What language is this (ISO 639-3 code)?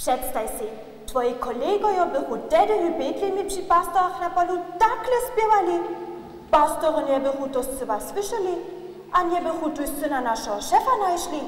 hsb